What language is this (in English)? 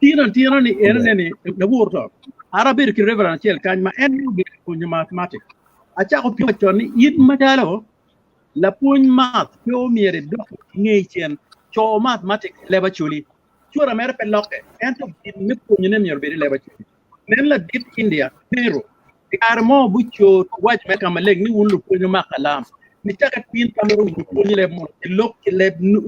Acoli